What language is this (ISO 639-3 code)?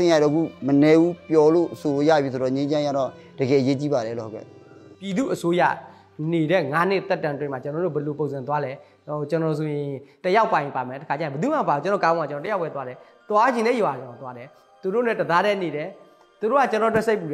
mya